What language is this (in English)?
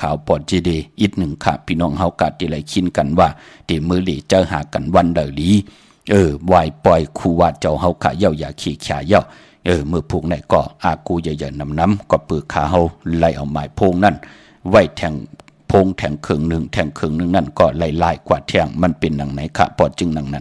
Shan